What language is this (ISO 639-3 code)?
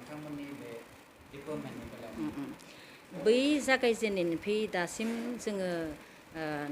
brx